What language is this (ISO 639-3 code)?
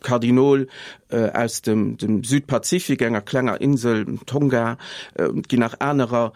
ltz